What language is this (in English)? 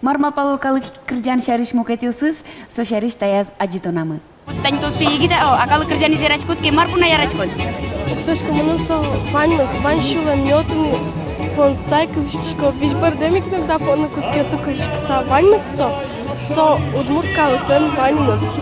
Udmurt